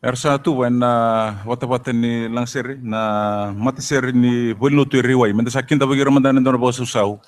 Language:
Fijian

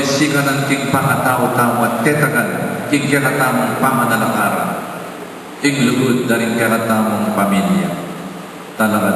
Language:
Pampanga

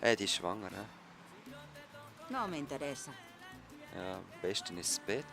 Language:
Swiss German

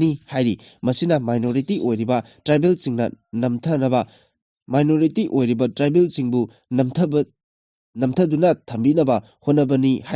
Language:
Manipuri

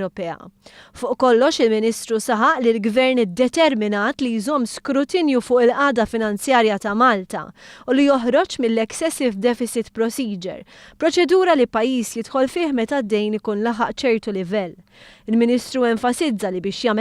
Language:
Maltese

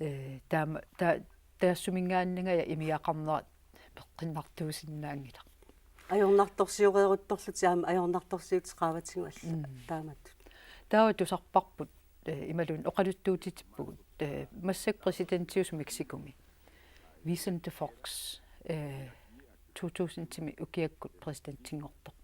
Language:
Kalaallisut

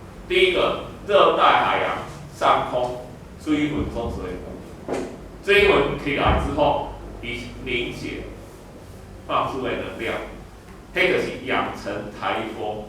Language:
Min Nan Chinese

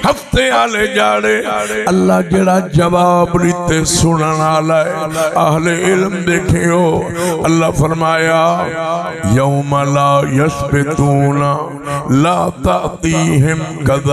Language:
Saraiki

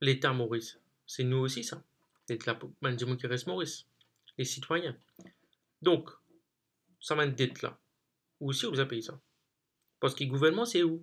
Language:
Morisyen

